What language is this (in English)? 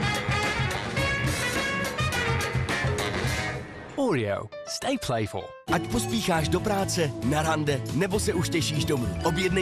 Czech